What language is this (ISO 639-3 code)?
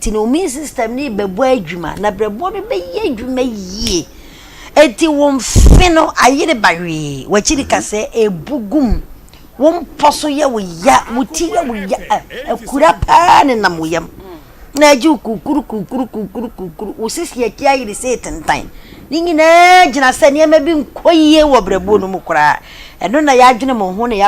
aka